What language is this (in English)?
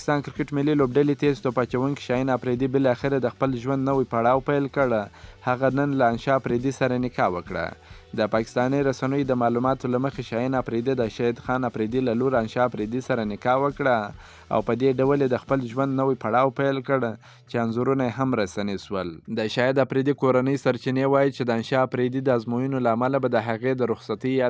Pashto